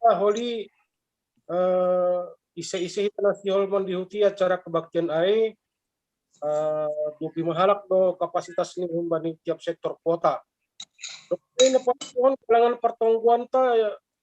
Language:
Batak Simalungun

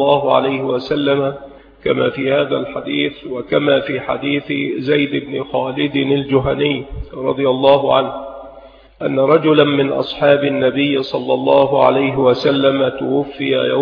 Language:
Arabic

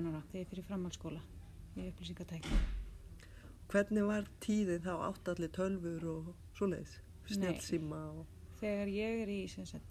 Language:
Icelandic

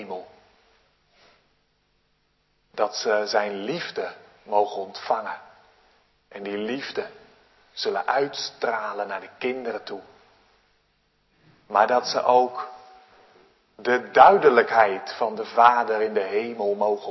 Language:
Dutch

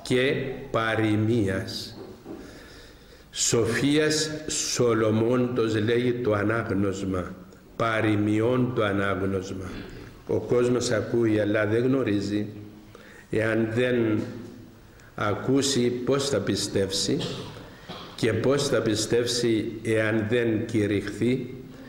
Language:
Greek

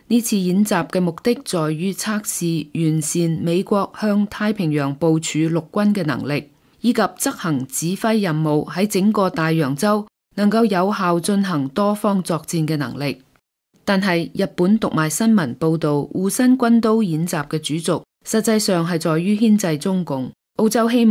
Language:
Cantonese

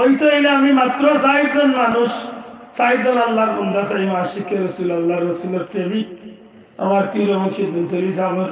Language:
Sylheti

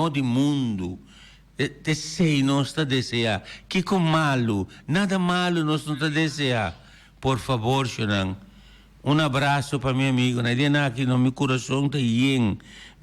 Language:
Papiamento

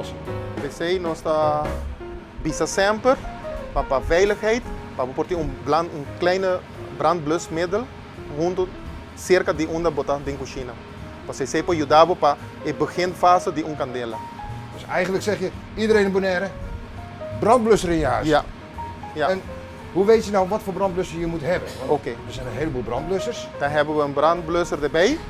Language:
Dutch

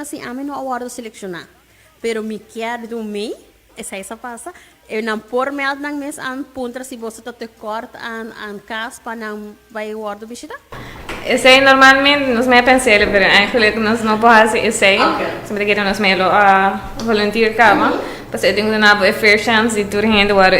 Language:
Papiamento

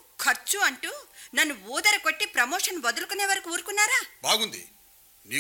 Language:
Telugu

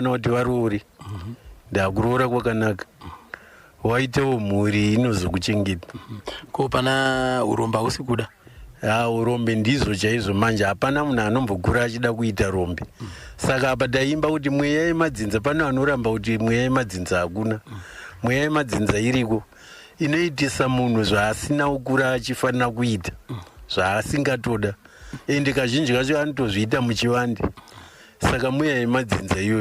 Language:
Shona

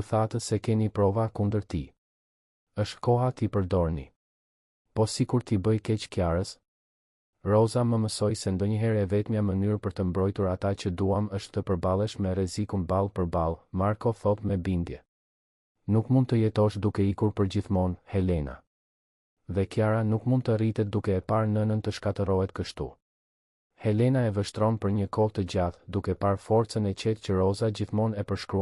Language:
Albanian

